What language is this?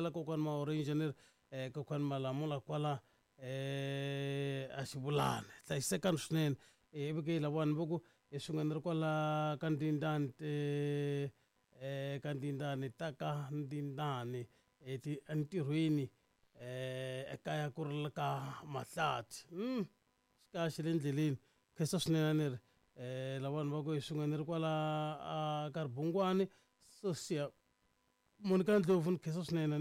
Tsonga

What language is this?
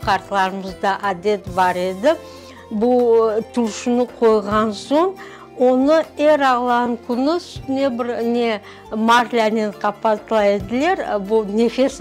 Crimean Tatar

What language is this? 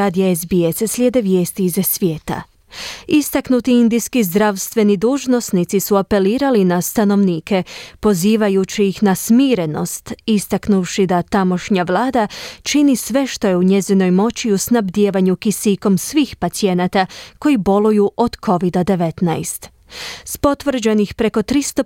Croatian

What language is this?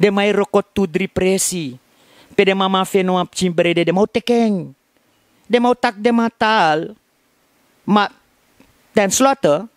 Sranan Tongo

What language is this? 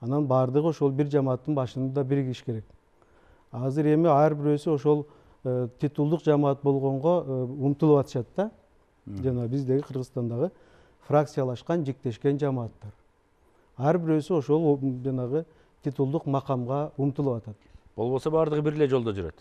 Kyrgyz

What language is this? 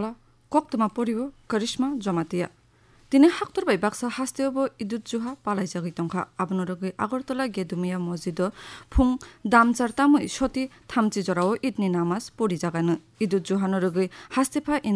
Kok Borok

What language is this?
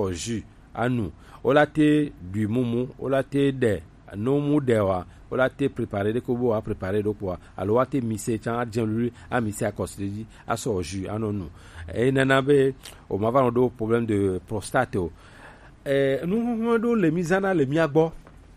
Gen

